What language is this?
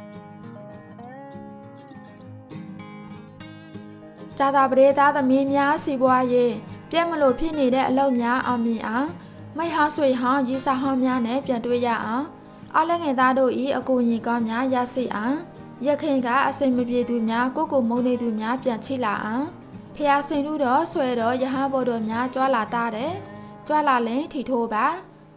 Burmese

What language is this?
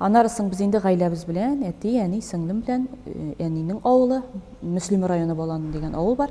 Tatar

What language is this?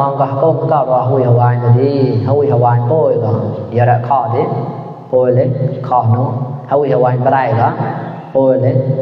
Mon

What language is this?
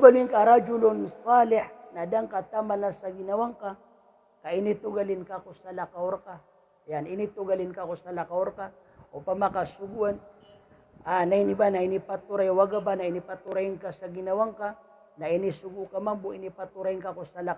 Maranao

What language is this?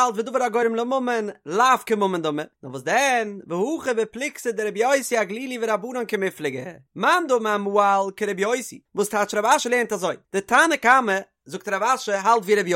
Yiddish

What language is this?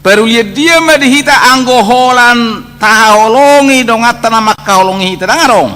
Batak Toba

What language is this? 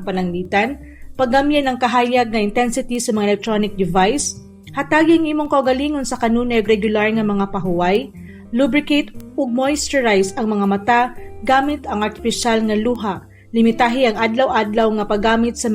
Cebuano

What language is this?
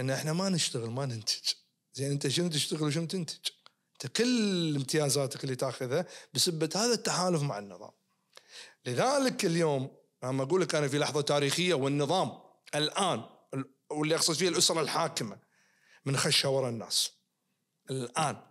Najdi Arabic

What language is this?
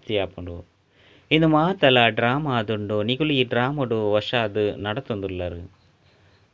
Tulu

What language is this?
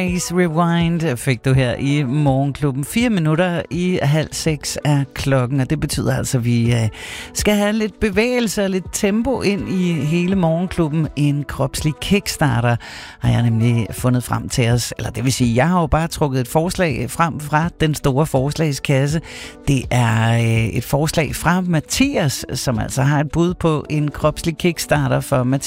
Danish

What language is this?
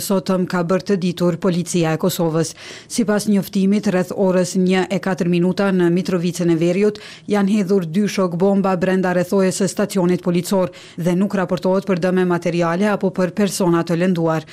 Albanian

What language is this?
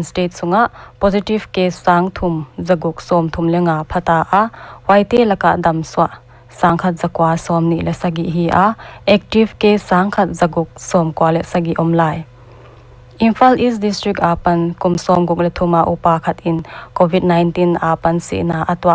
Paite Chin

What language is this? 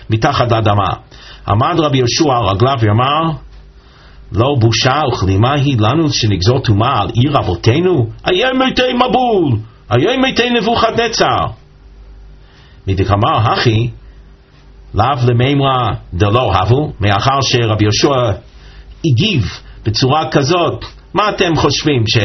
Hebrew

